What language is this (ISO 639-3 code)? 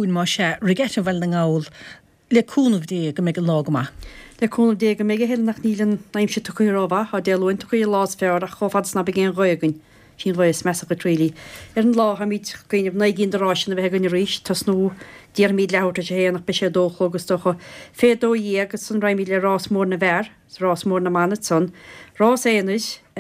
gle